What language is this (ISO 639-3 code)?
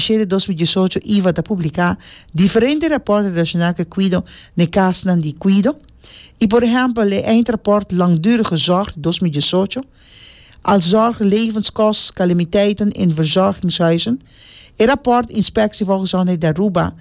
pap